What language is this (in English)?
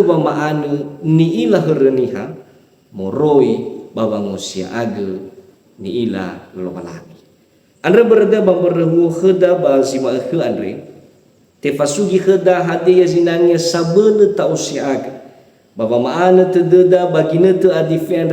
Nias